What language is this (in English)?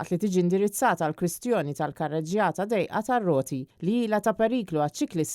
Maltese